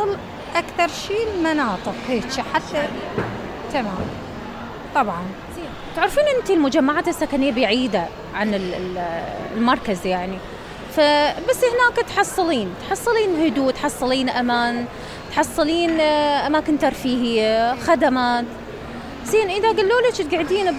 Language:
Mesopotamian Arabic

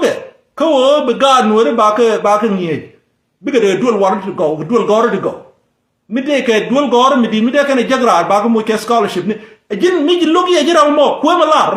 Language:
Nuer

